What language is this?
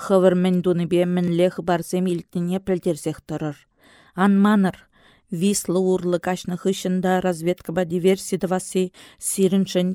Chuvash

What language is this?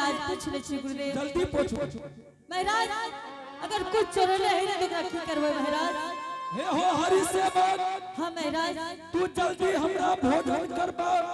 Angika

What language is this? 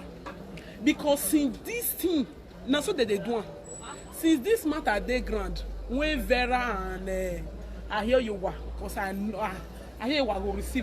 Nigerian Pidgin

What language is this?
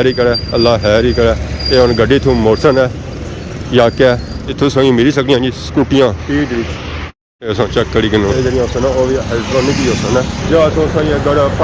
Pahari-Potwari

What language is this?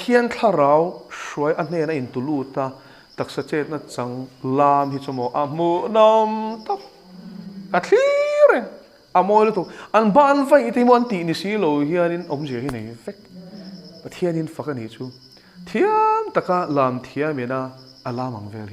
Mizo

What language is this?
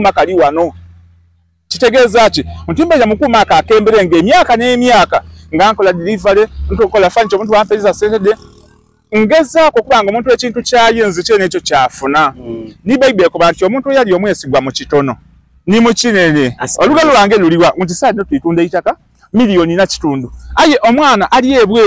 Soga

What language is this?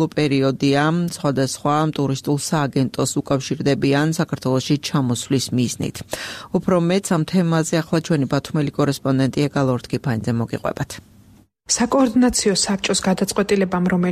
Georgian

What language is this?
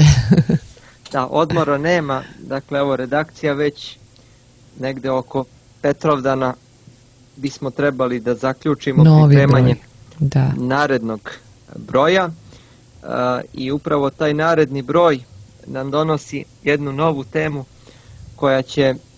Serbian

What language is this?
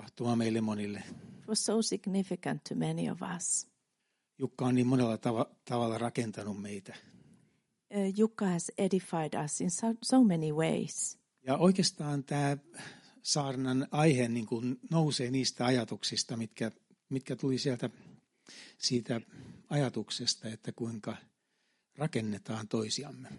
Finnish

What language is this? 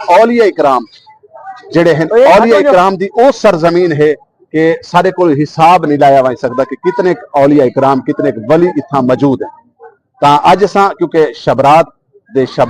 Saraiki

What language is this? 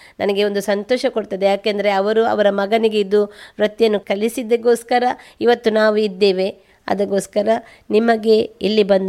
Kannada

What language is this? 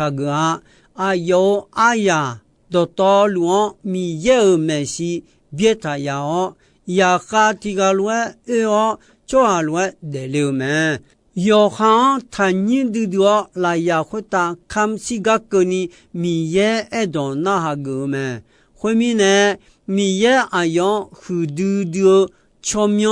Akha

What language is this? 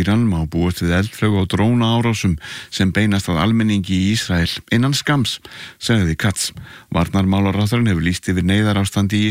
Icelandic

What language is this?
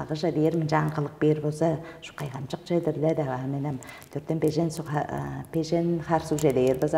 Tuvinian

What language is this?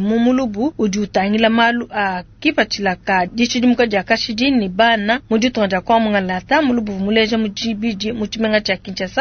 Luba-Lulua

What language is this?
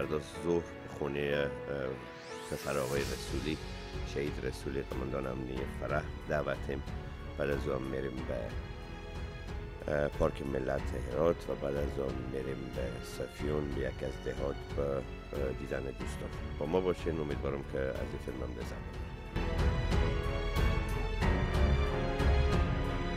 Persian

